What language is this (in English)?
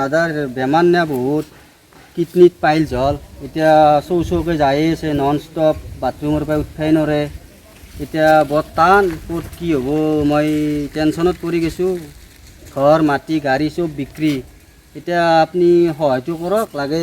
Assamese